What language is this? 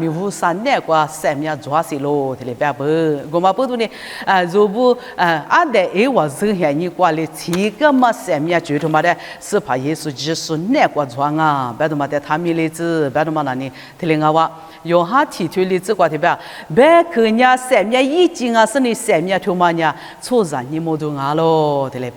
Lisu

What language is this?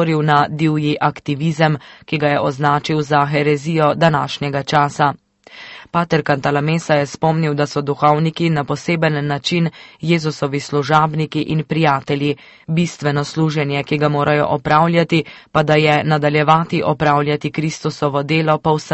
Slovenian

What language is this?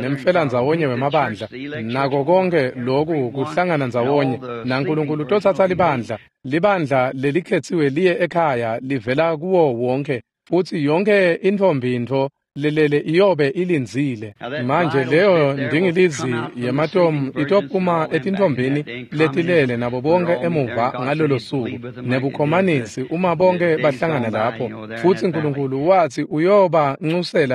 Swati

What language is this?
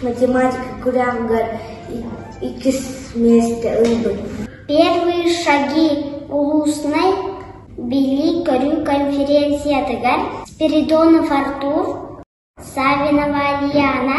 Yakut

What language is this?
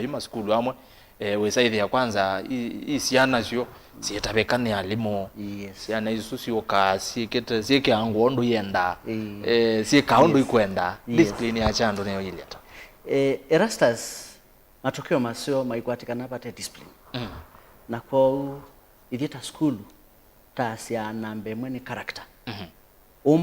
Kamba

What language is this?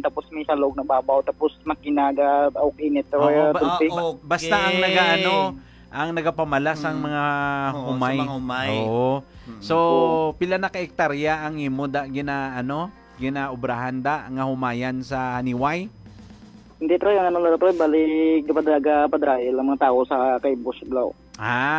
Hiligaynon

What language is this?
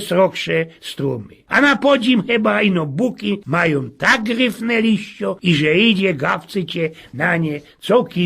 Silesian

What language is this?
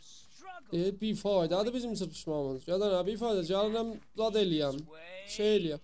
South Azerbaijani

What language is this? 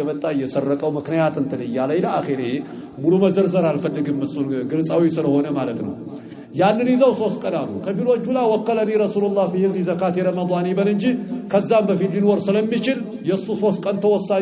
Amharic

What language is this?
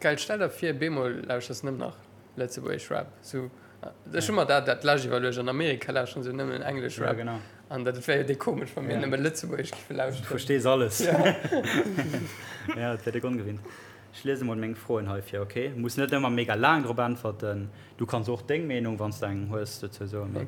Luxembourgish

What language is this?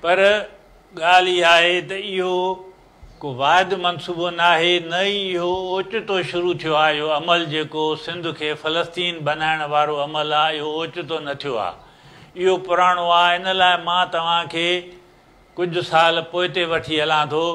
Sindhi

